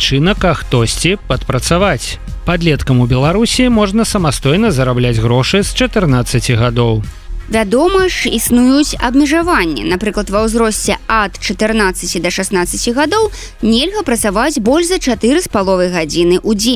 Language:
Belarusian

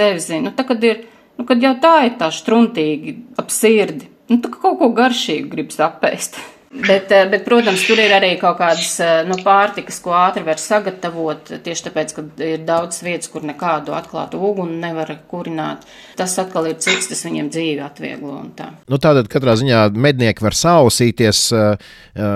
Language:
Latvian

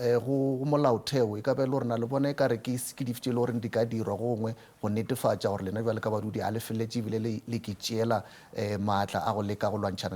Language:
Northern Sotho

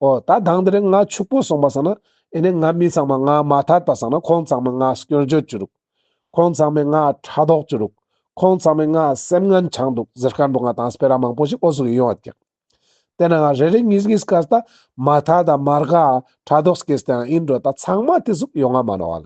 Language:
Ladakhi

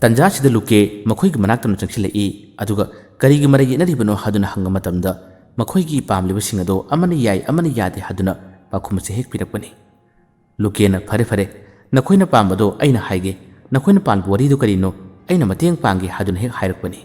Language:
Manipuri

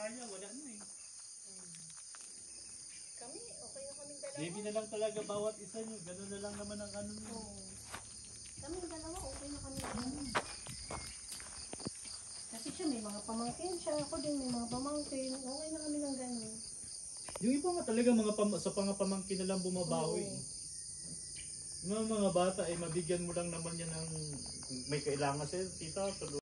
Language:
Filipino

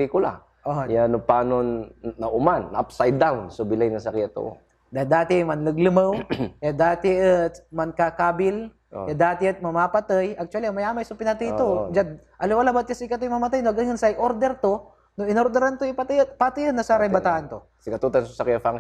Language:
Pangasinan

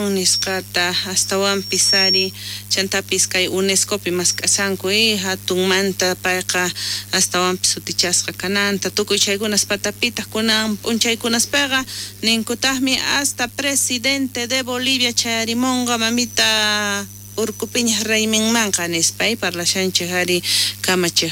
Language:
South Bolivian Quechua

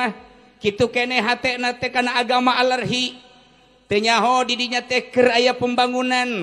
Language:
Sundanese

